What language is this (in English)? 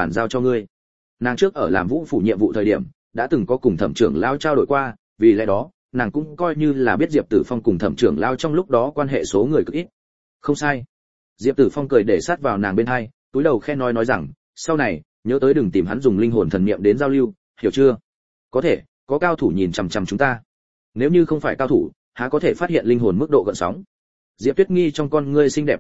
Vietnamese